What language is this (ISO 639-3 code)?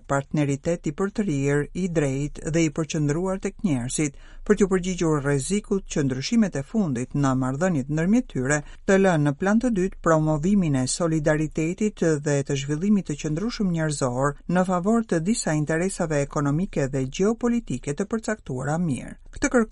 sqi